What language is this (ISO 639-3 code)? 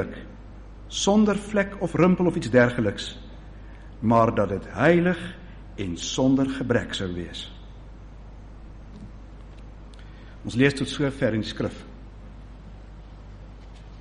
afr